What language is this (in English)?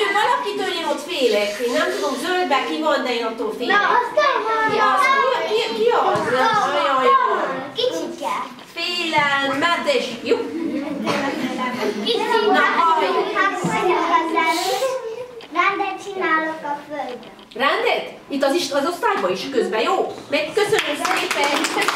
Hungarian